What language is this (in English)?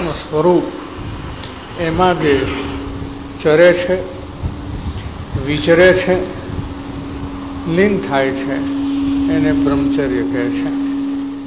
Gujarati